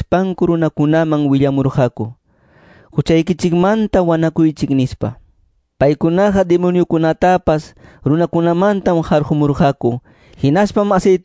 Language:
Quechua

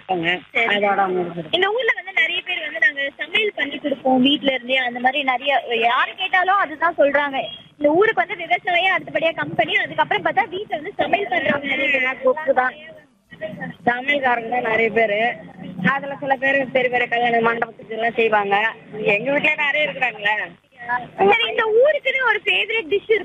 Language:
Tamil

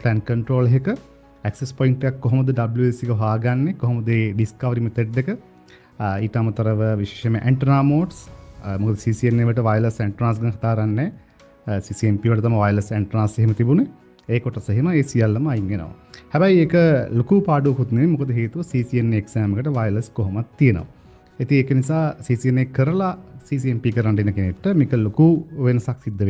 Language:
Sinhala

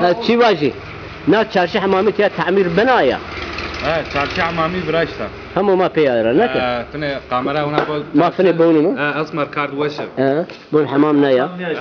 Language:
Zaza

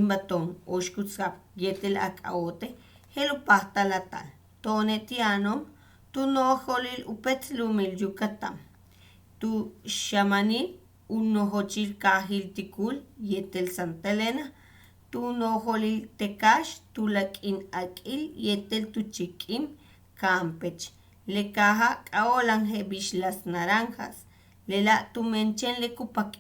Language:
Yucateco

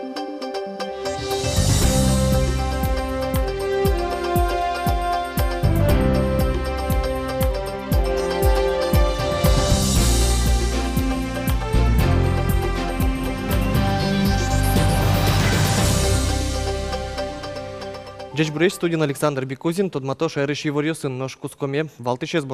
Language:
Udmurt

